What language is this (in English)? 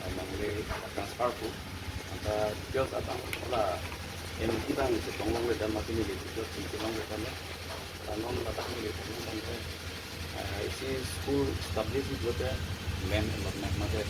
Karbi